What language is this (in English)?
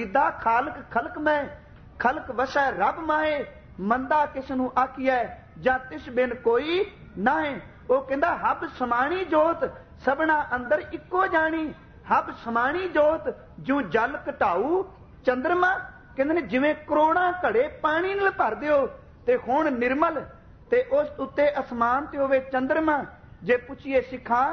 Punjabi